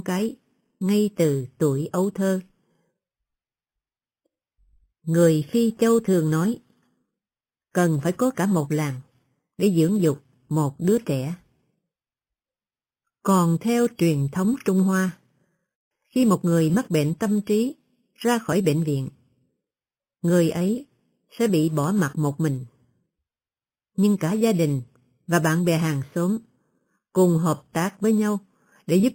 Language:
Vietnamese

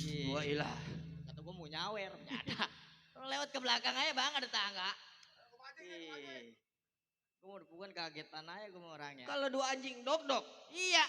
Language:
Betawi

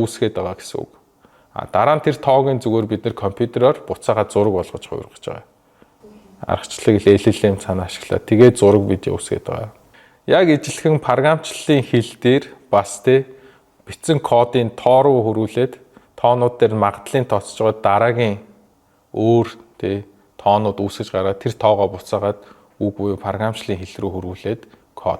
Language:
Mongolian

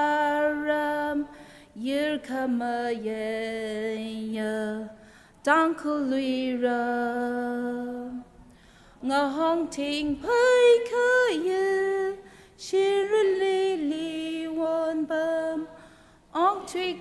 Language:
Tangkhul Naga (India)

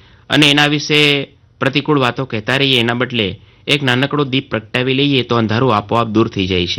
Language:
Gujarati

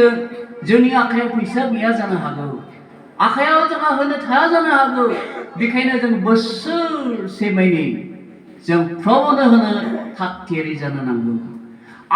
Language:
Bodo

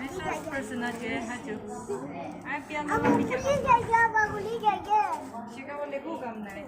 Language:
Yimchungru Naga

